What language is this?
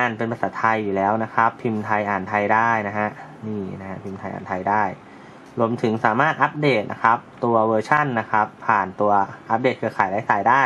Thai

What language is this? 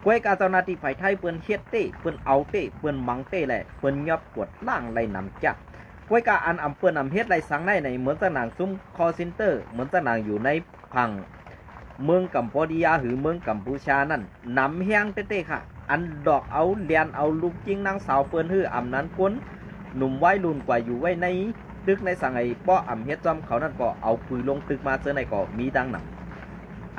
Shan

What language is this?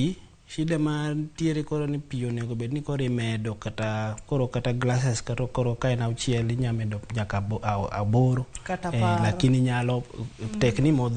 Luo (Kenya and Tanzania)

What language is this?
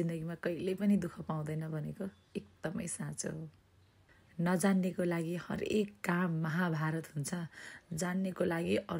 Nepali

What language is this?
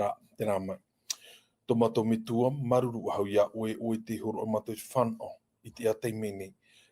Tahitian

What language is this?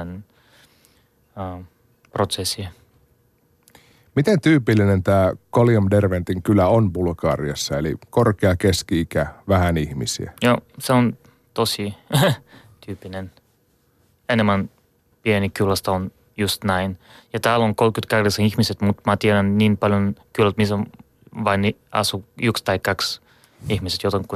Finnish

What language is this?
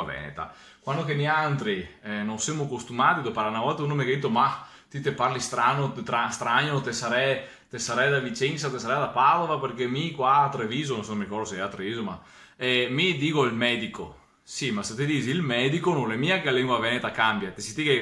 Venetian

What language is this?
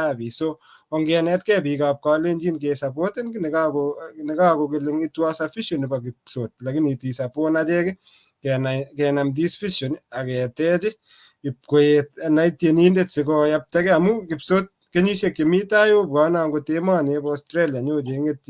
Kalenjin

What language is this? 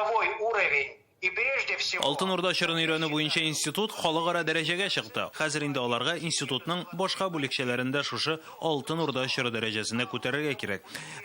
Tatar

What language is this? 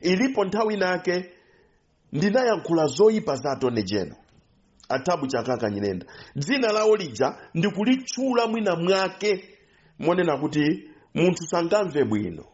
Nyanja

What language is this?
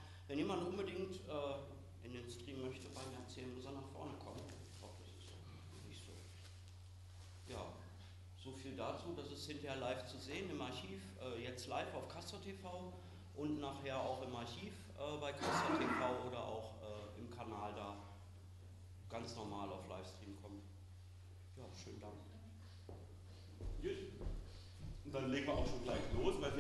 German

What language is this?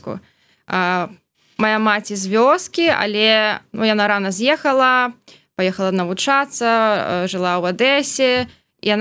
Belarusian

